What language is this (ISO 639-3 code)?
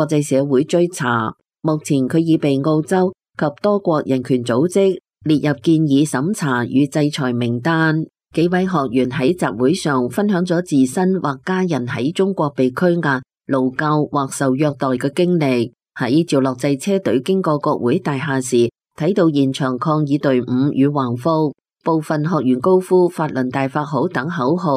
yue